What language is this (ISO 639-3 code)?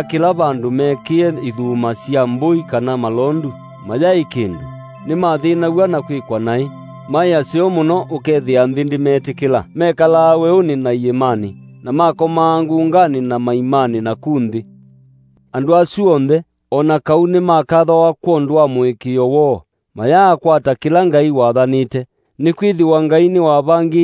kam